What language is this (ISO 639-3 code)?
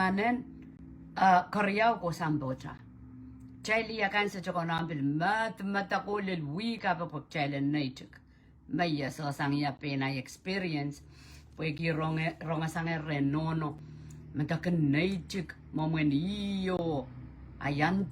pon